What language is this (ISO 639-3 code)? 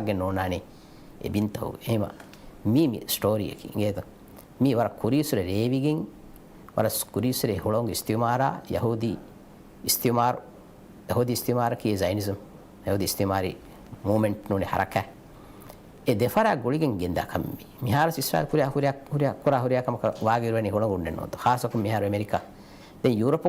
div